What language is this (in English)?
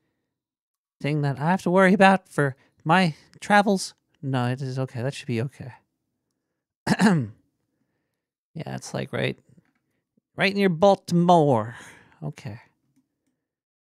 English